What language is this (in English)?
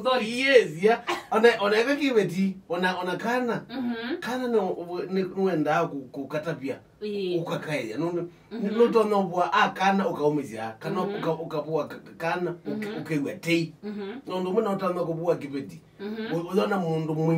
Kamba